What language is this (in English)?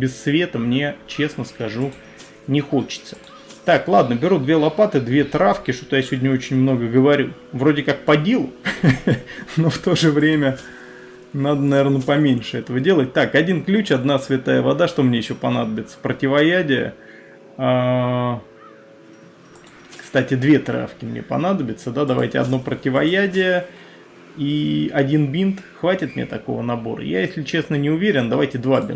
Russian